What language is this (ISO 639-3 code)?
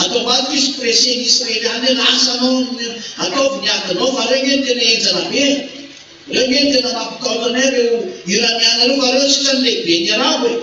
mlg